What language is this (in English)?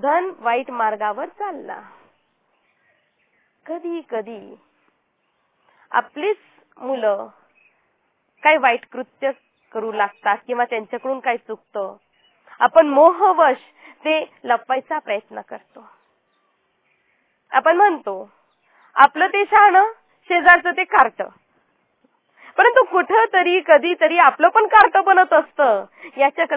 Marathi